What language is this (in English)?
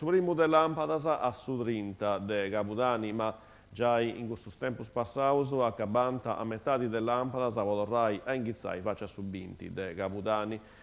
Sardinian